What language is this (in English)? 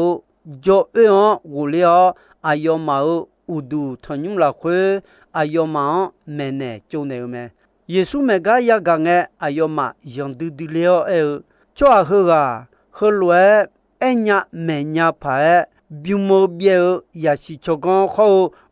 Akha